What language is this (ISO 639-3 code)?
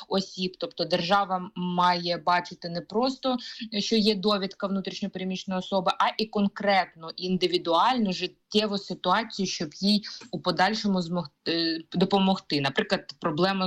ukr